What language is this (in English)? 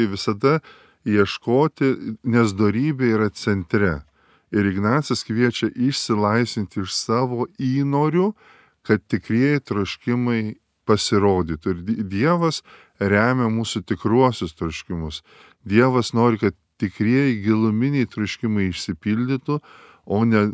Lithuanian